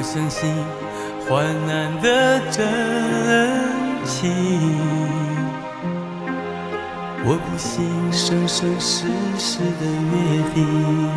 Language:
Chinese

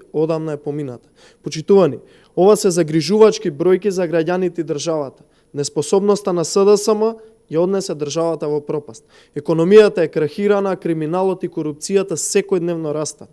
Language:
Macedonian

